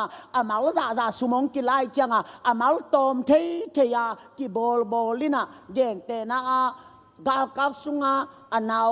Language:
Tedim Chin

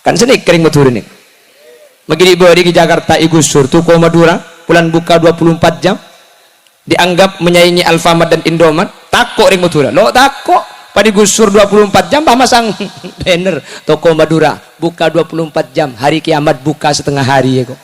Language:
Madurese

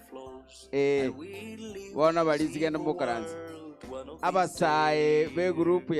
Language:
Gusii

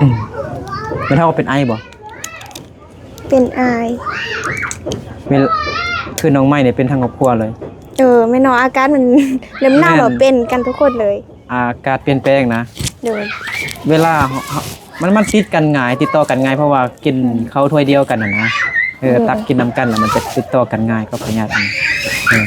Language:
Lao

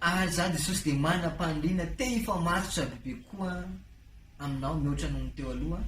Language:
Malagasy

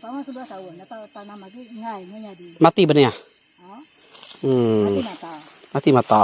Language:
Iban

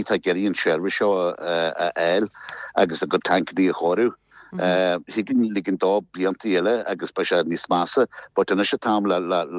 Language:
Irish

